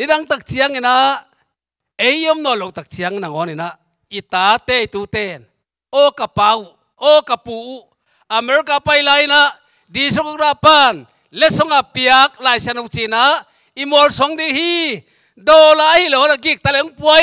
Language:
Tedim Chin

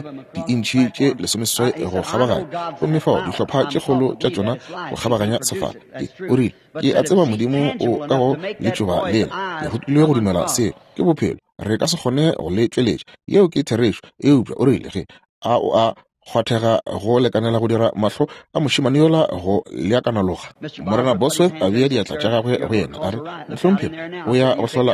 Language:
Northern Sotho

